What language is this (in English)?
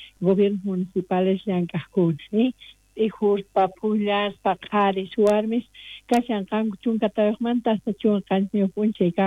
South Bolivian Quechua